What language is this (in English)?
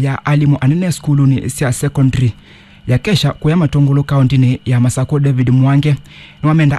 Kamba